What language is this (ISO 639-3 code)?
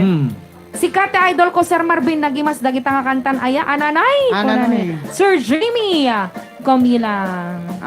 ilo